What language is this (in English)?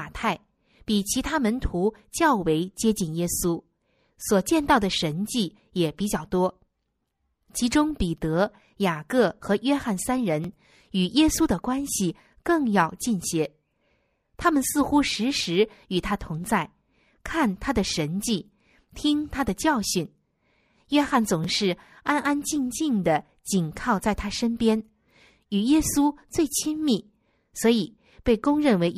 Chinese